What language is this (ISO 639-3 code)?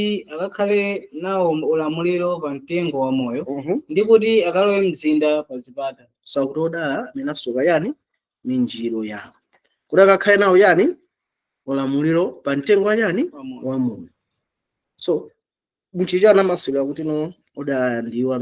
nya